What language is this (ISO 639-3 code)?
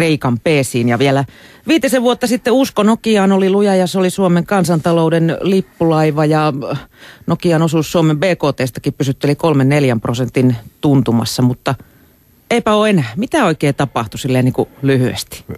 fin